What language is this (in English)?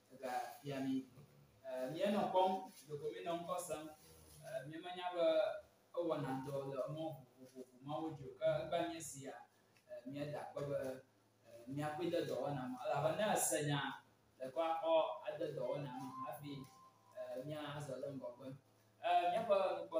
Ewe